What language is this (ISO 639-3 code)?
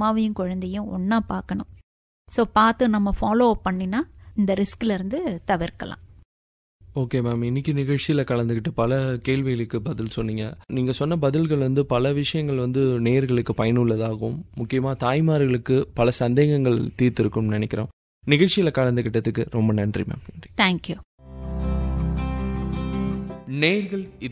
tam